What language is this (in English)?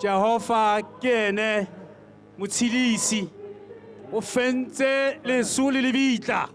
Tswana